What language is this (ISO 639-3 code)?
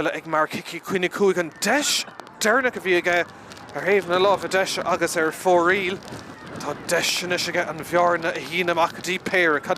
gle